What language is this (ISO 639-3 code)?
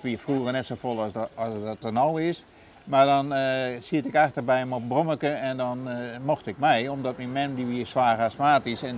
fry